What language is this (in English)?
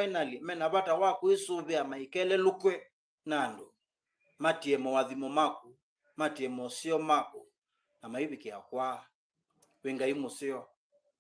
Kamba